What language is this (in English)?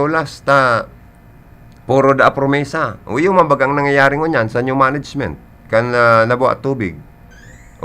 Bikol